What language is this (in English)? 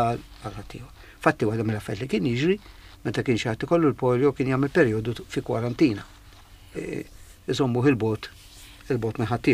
Maltese